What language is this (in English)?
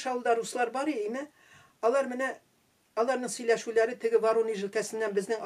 Tatar